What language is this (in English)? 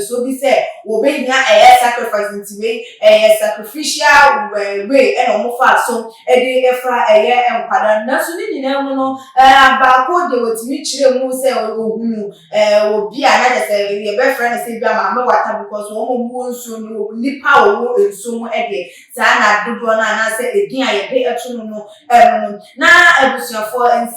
Akan